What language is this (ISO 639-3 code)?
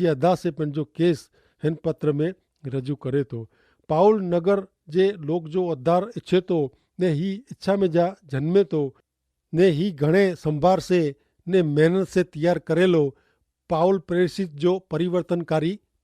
kfr